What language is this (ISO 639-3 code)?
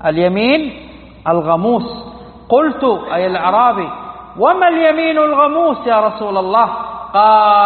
ara